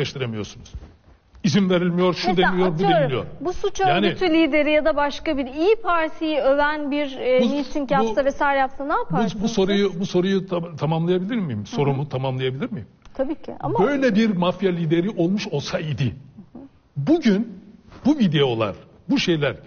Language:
Turkish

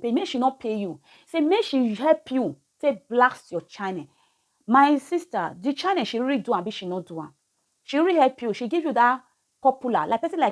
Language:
Nigerian Pidgin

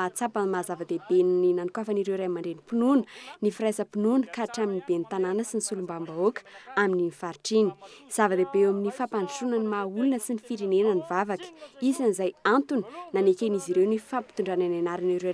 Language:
Malagasy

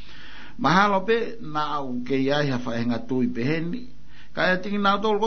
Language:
Tongan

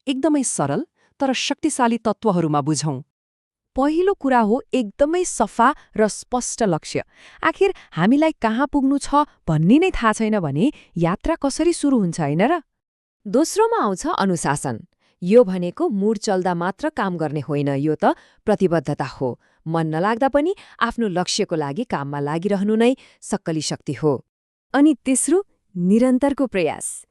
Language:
Nepali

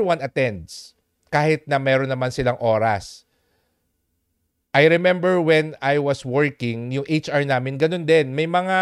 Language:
Filipino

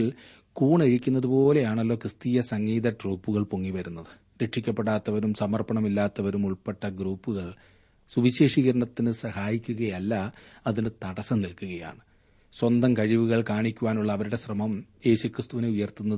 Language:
Malayalam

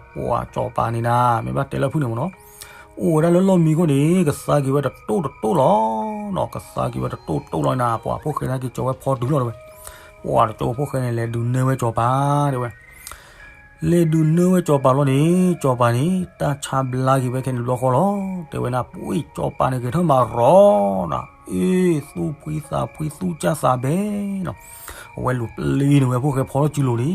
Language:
S'gaw Karen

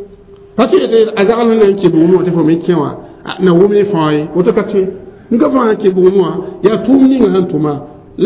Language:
Mossi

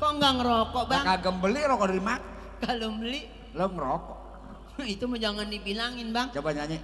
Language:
Betawi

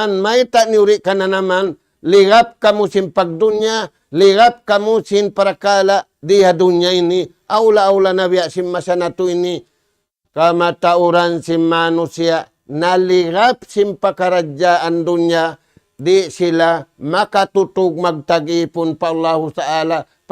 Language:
Tausug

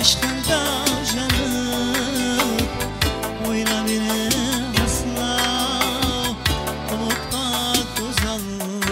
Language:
Kara-Kalpak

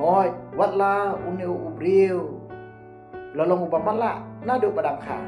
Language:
Khasi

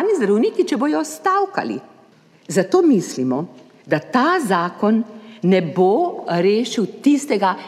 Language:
Slovenian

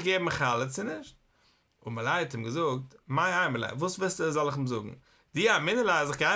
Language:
Yiddish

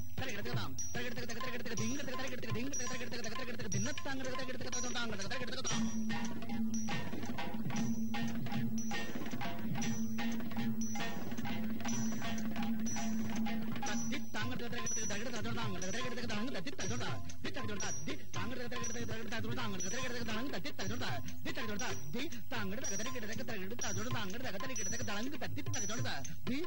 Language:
Tamil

